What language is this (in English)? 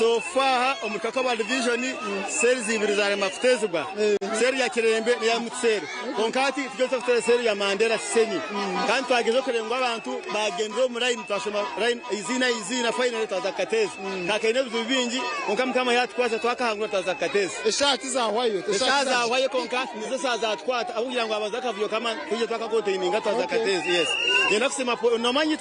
Nyankole